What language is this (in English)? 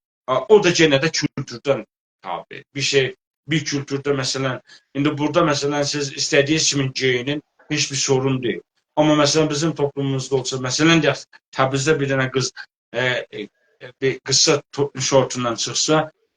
South Azerbaijani